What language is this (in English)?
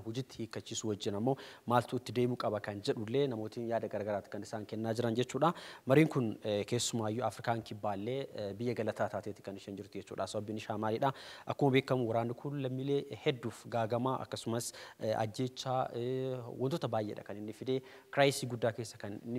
Oromo